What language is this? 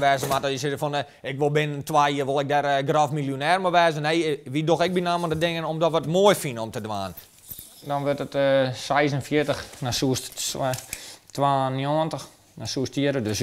Western Frisian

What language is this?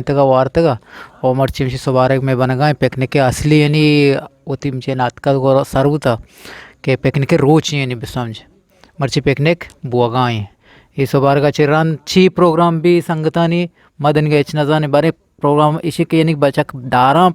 Eastern Balochi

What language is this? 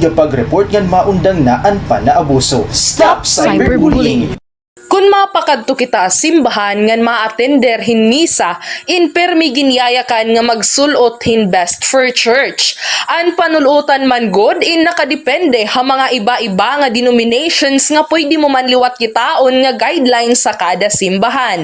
Waray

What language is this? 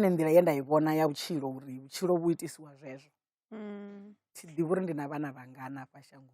Venda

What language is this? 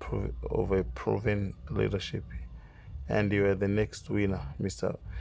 Nyanja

